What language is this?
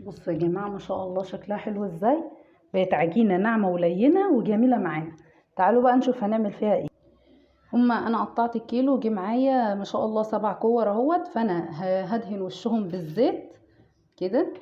Egyptian Arabic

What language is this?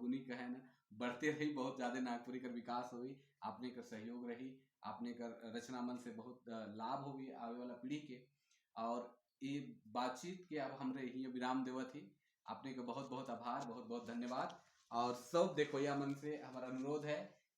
Sadri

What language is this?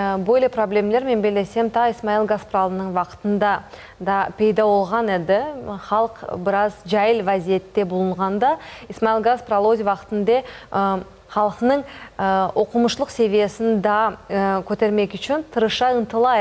Crimean Tatar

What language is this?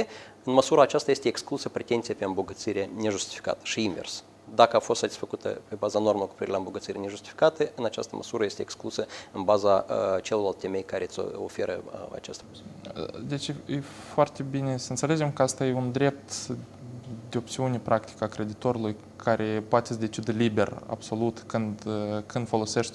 Romanian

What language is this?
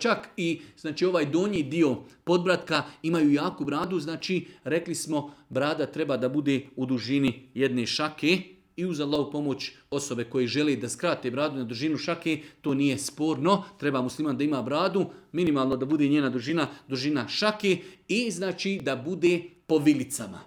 Bosnian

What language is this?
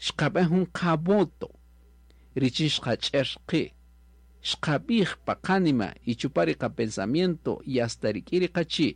Kaqchikel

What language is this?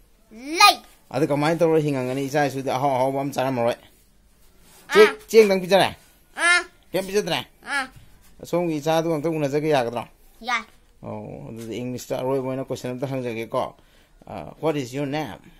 Manipuri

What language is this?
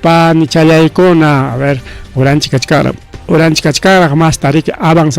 Ayacucho Quechua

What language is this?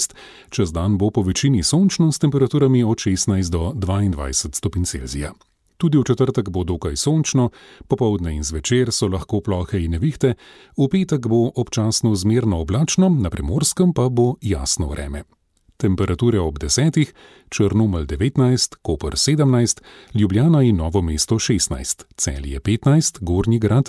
Slovenian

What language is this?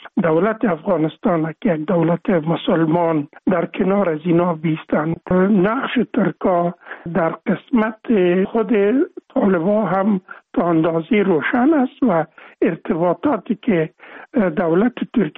Persian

